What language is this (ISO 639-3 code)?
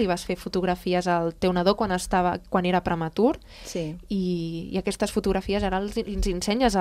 cat